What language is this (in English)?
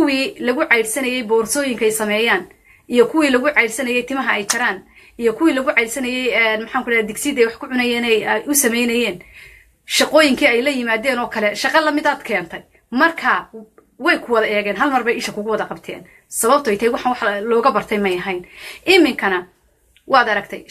Somali